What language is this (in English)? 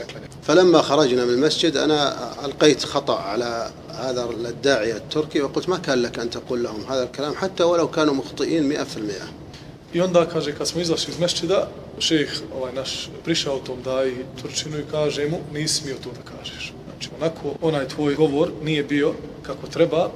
Bosnian